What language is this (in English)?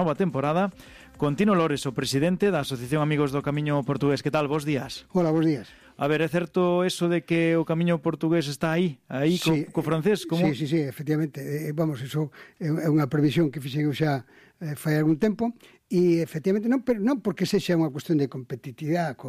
Galician